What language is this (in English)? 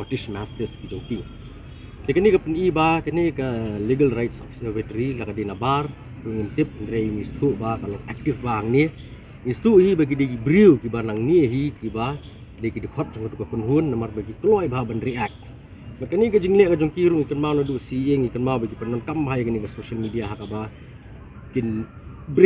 Khasi